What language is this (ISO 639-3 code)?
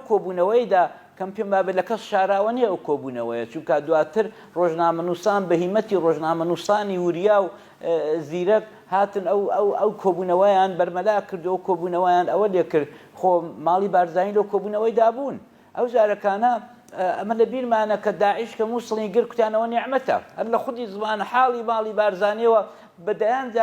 ckb